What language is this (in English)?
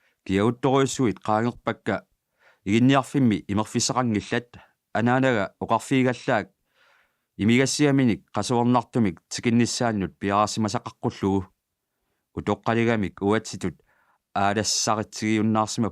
Kalaallisut